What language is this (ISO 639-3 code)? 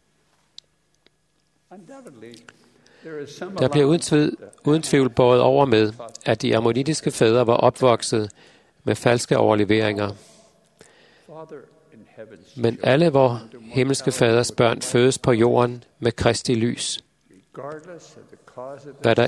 dan